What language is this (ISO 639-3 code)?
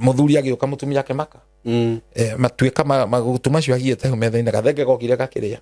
kik